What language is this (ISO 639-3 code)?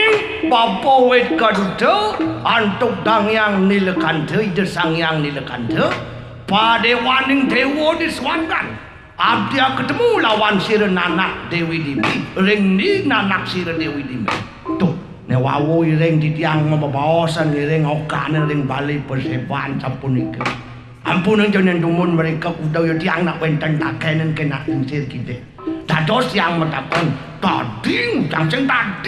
ban